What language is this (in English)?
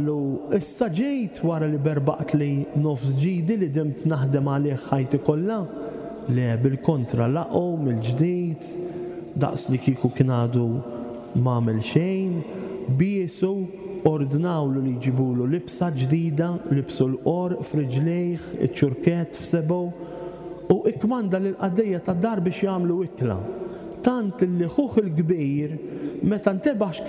Maltese